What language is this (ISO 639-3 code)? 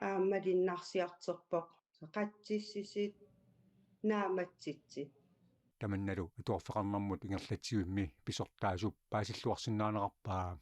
kal